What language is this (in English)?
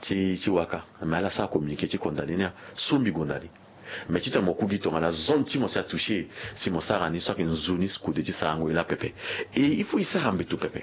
Sango